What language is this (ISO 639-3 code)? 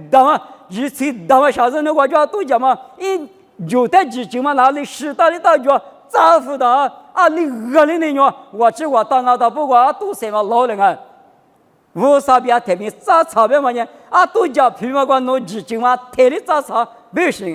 lis